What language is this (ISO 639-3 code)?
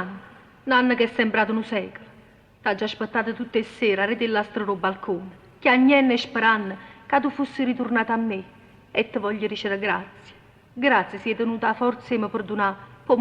nap